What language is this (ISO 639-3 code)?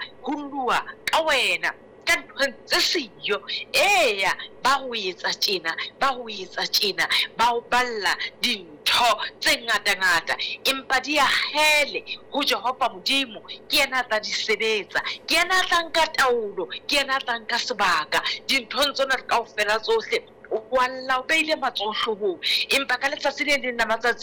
sot